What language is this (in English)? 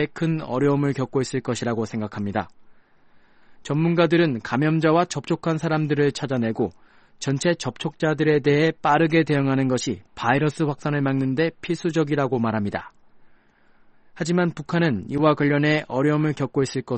Korean